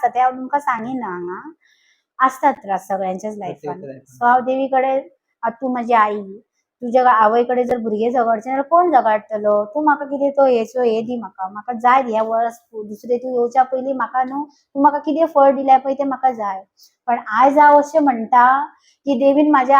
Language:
Konkani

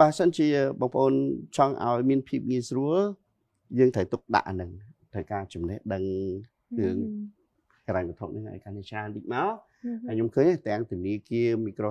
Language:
Khmer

